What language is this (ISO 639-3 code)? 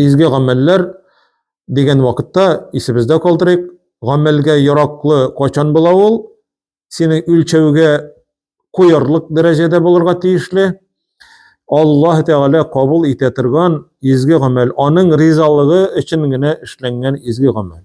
tat